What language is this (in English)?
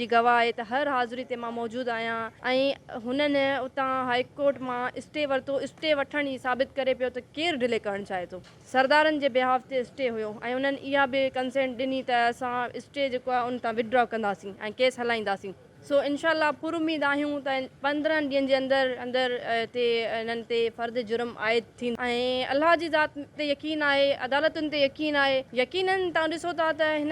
Sindhi